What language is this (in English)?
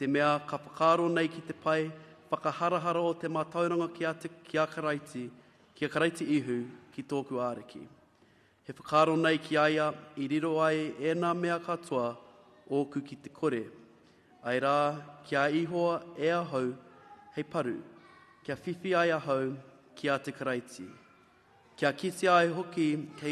Māori